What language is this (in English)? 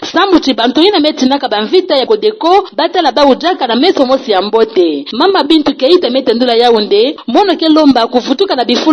Kituba (Democratic Republic of Congo)